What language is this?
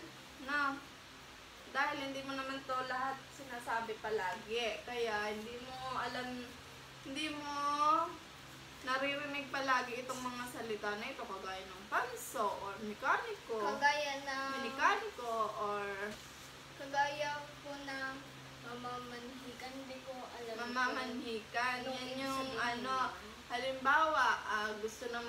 Filipino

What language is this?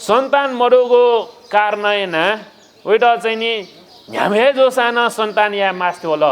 Newari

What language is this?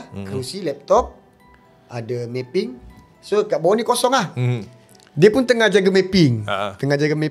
Malay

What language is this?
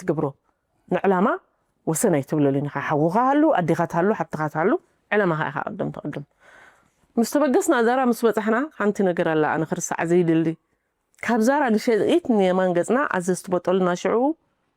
Tigrinya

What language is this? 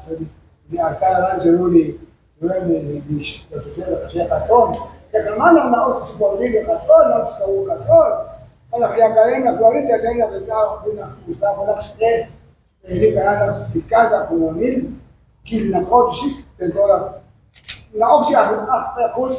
Kekchí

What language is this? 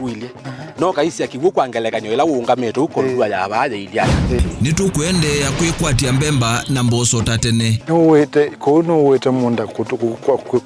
Kamba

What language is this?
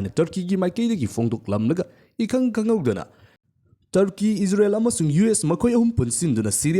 Manipuri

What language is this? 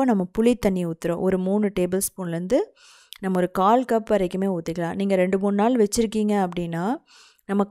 Tamil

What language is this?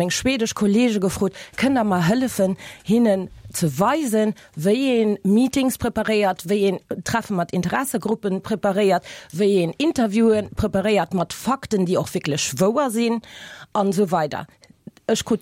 Luxembourgish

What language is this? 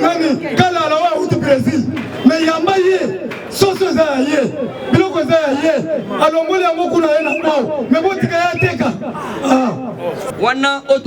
Lingala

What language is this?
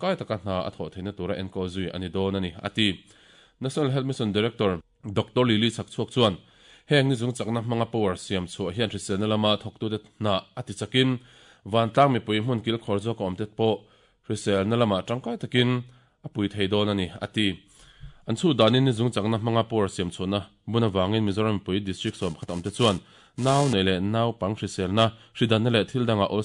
Mizo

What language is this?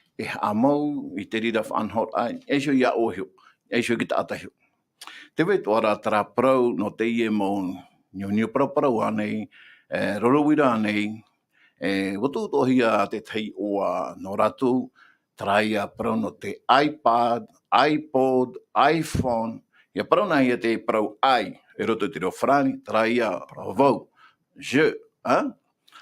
Tahitian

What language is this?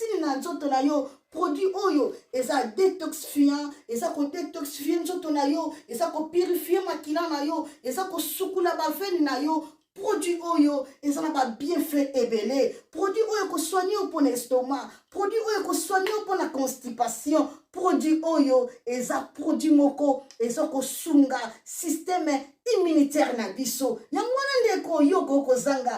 Lingala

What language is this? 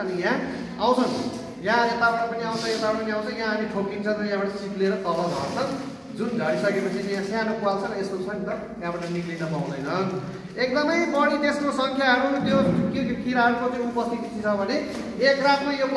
Nepali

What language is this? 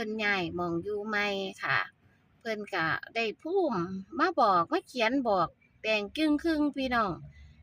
Northeastern Thai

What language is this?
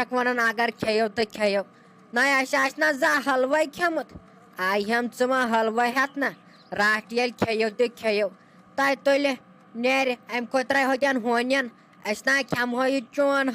Kashmiri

